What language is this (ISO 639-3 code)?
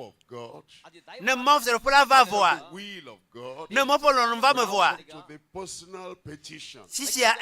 ewe